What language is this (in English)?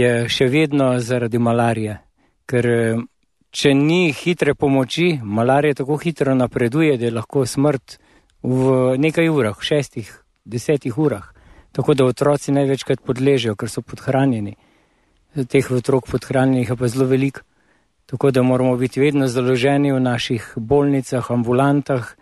Slovenian